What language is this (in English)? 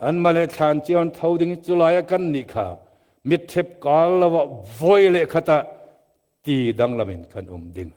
Falam Chin